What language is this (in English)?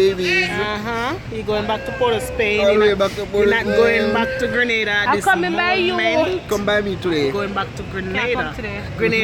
Jamaican Creole English